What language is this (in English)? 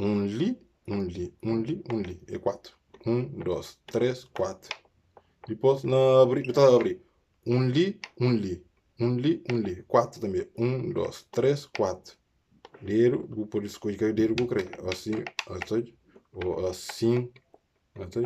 Kabuverdianu